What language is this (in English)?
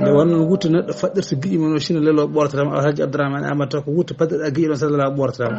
Fula